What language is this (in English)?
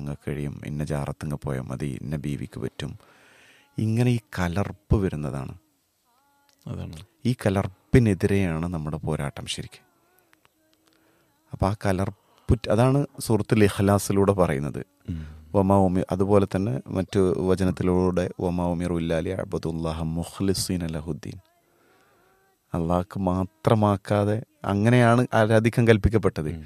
Malayalam